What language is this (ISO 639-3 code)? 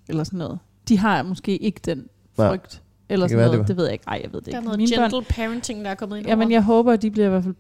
dan